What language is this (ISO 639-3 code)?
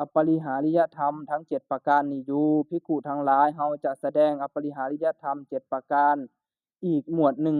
lao